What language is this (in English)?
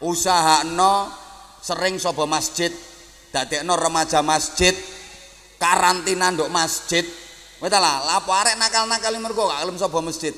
Javanese